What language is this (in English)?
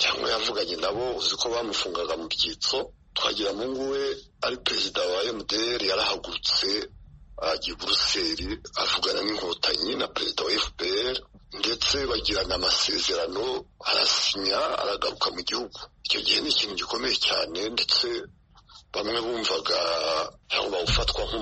Kinyarwanda